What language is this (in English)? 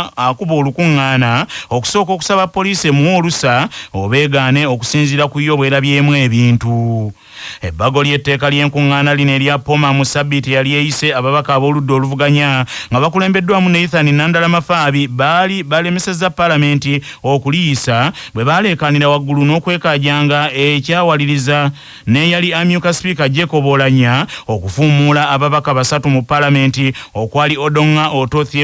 Ganda